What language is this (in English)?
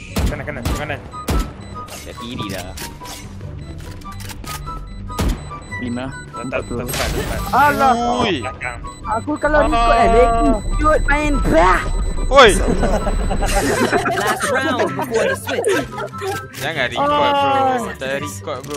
Malay